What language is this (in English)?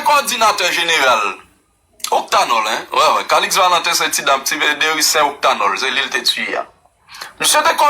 Haitian Creole